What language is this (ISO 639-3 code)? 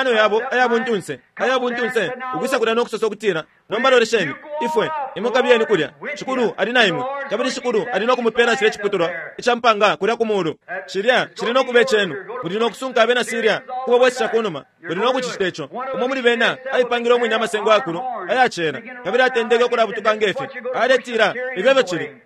bem